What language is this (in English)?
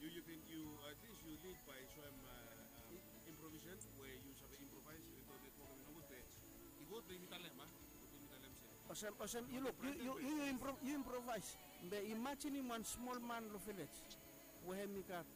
Bislama